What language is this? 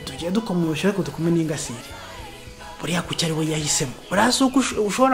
Kinyarwanda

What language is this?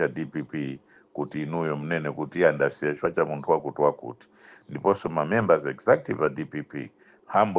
Nyanja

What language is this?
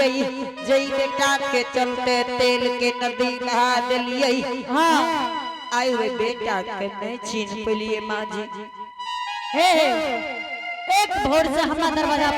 Angika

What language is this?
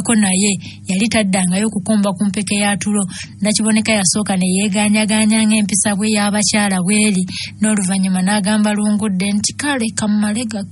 Ganda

